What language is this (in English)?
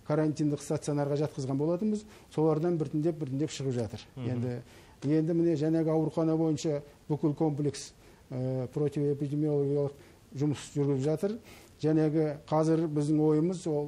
Kazakh